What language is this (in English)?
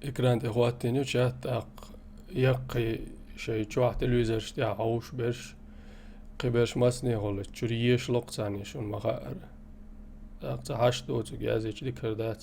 Chechen